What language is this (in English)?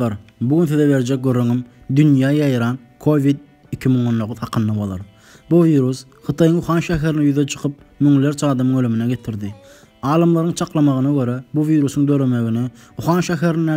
Turkmen